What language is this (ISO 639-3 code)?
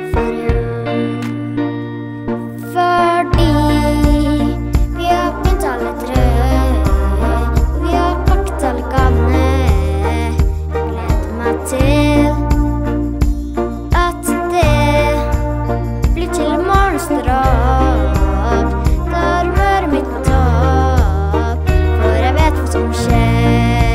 nor